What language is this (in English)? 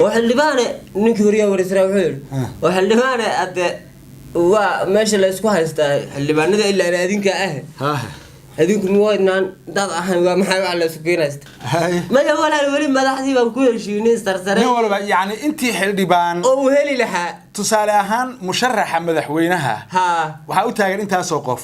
Somali